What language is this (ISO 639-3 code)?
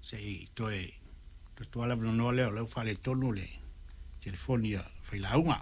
smo